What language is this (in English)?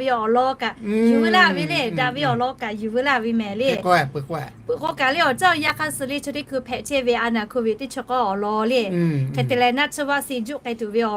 Lahu